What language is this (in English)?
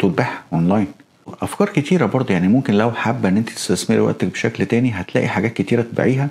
Egyptian Arabic